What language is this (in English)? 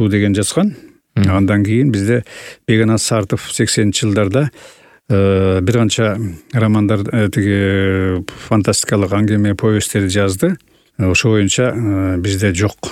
Kyrgyz